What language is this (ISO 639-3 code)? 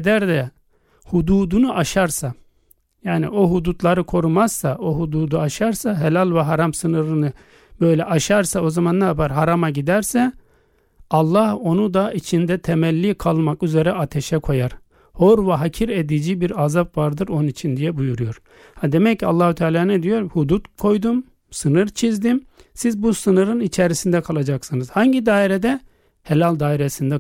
tur